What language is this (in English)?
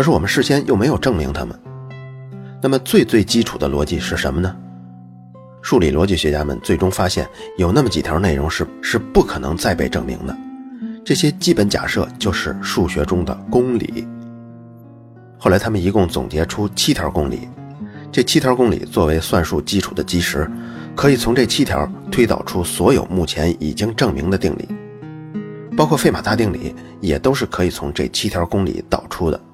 Chinese